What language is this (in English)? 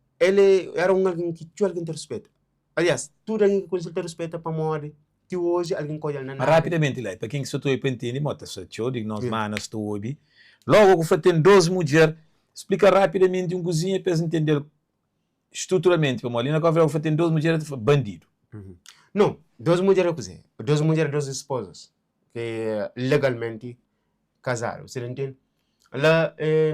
Kabuverdianu